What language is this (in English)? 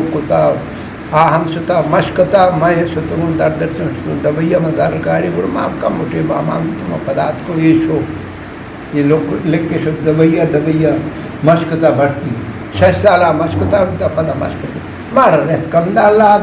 Eastern Balochi